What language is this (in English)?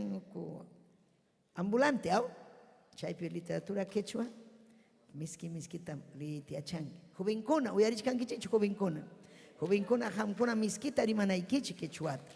Ayacucho Quechua